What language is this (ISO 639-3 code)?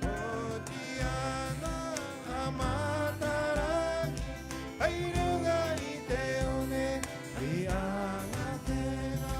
rap